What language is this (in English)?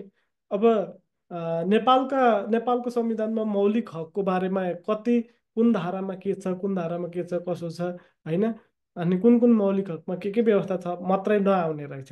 Nepali